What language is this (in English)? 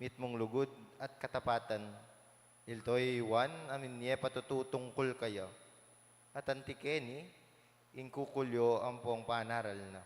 Pampanga